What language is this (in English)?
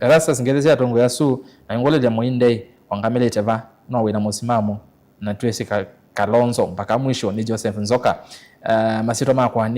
Kamba